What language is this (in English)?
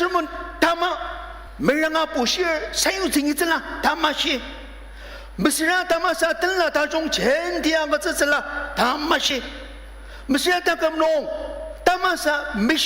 Ao Naga